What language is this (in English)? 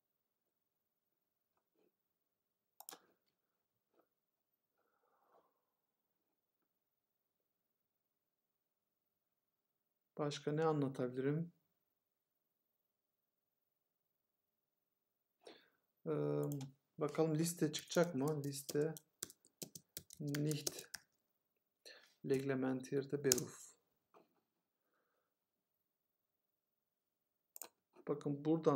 Turkish